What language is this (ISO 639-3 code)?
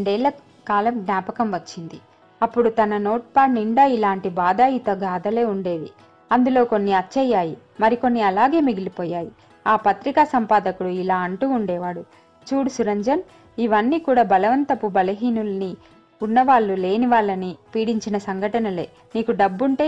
tel